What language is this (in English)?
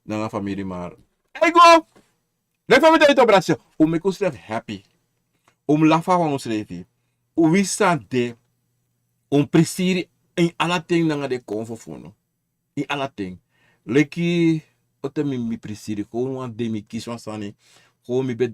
Sranan Tongo